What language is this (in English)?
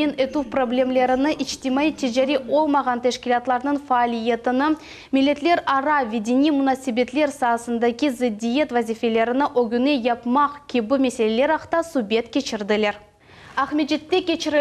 Crimean Tatar